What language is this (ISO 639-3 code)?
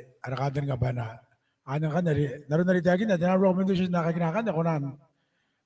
gil